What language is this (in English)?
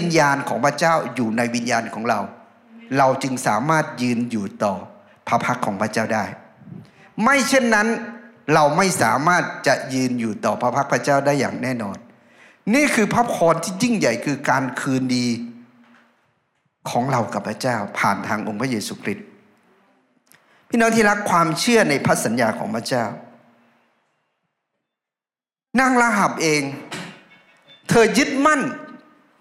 Thai